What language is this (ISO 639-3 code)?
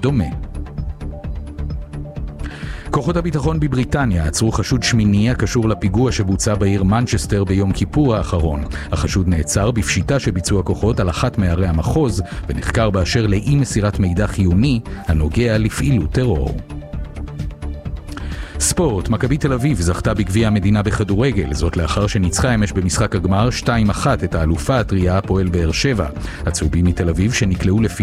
heb